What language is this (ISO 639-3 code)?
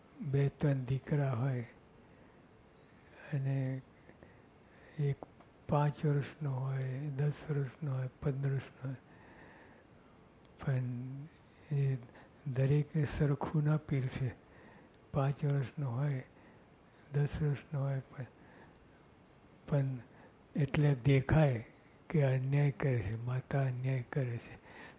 guj